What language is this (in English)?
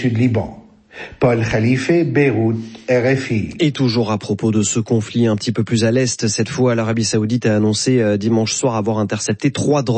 French